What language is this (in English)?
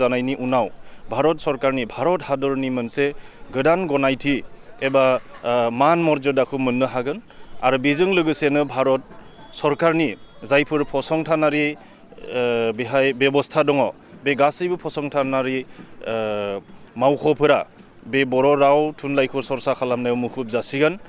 Bodo